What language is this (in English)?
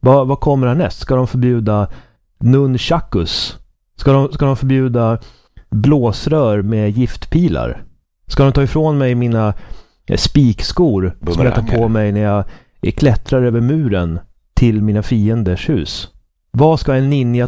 Swedish